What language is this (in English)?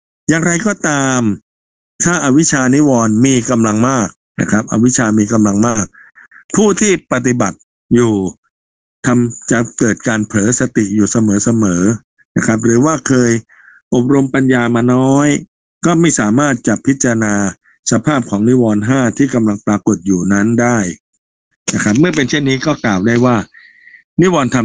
Thai